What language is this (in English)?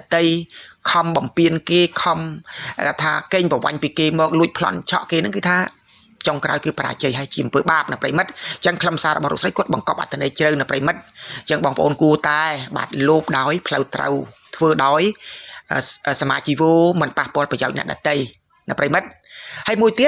Khmer